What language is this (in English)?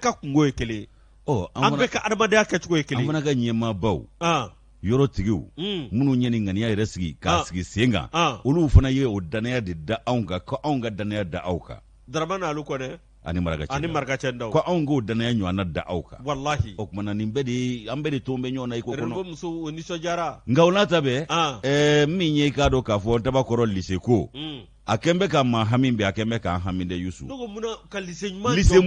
Bambara